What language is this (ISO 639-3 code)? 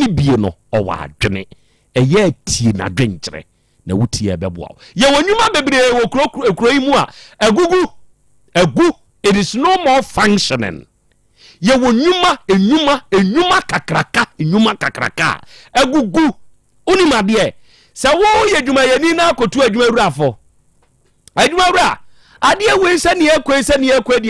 aka